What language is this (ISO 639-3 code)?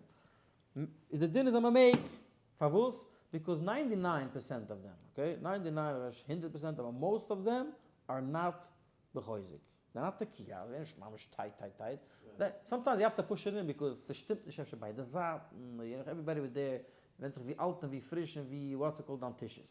yid